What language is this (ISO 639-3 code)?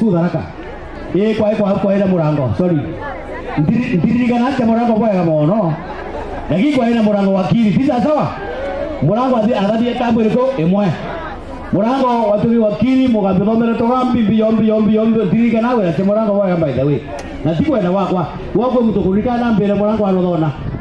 mer